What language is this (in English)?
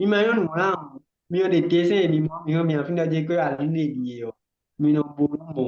Fon